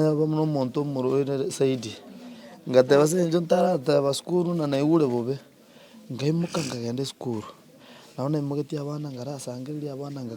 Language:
Gusii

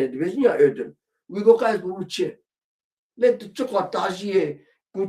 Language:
Kurdish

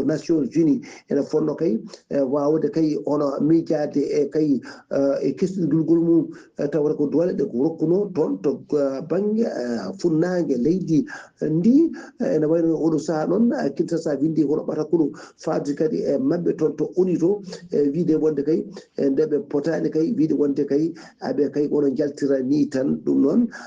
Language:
Fula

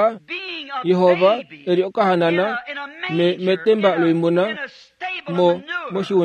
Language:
Kuanyama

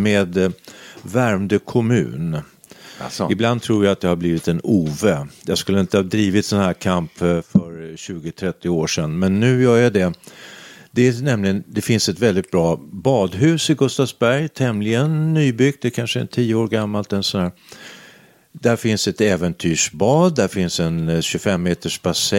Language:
Swedish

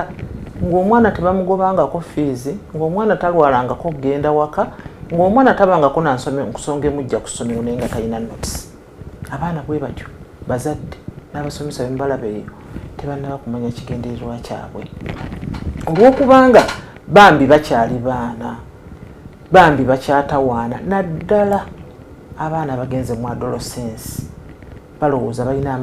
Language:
Ganda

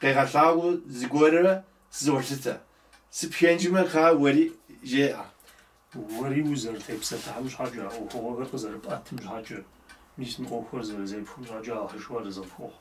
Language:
Kabardian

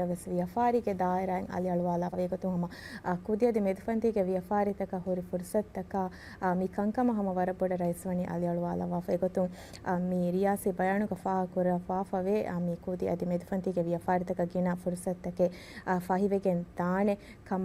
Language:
Divehi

